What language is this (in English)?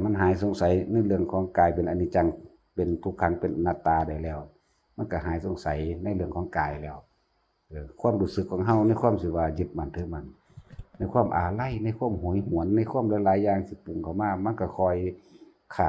Northeastern Thai